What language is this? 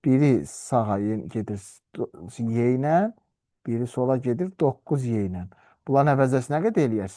Azerbaijani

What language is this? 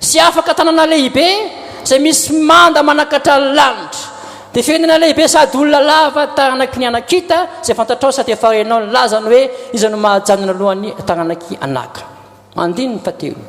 Malagasy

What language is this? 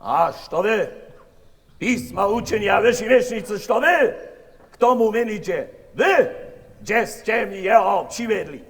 Upper Sorbian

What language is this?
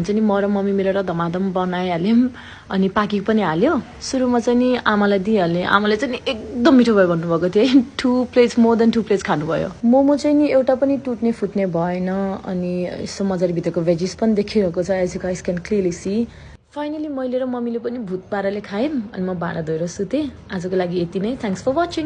Nepali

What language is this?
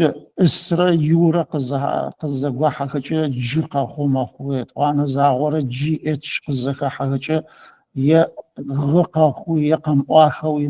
Adyghe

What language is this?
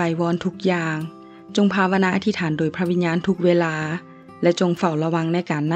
Lao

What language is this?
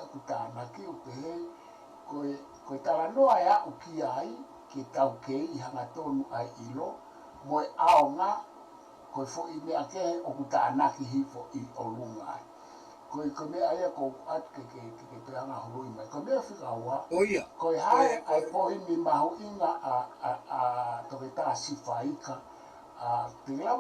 Tongan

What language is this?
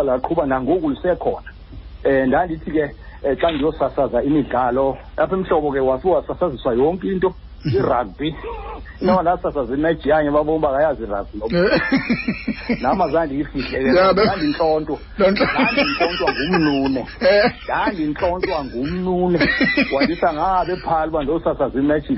Xhosa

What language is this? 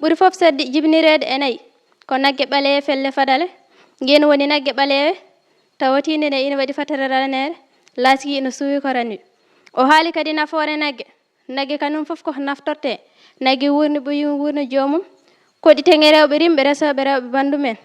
Fula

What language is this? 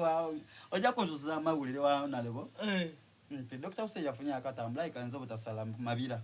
Soga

